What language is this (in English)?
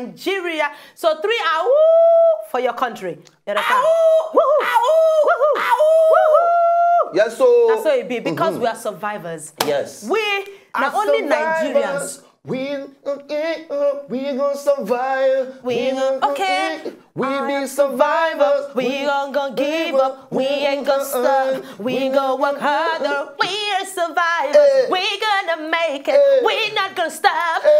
Nigerian Pidgin